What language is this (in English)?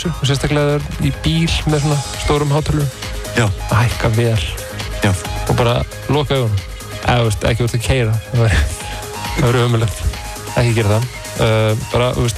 Icelandic